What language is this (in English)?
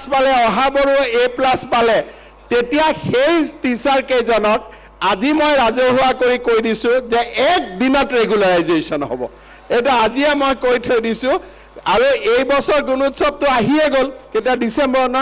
Assamese